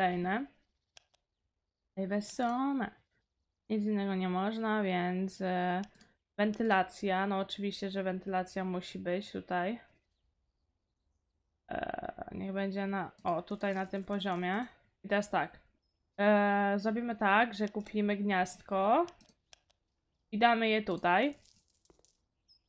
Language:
Polish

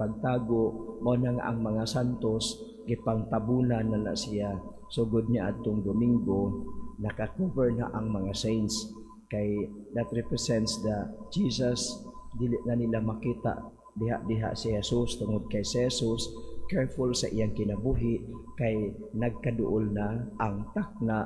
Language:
Cebuano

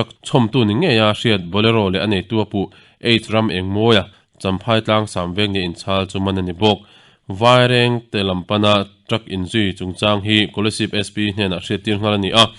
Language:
Mizo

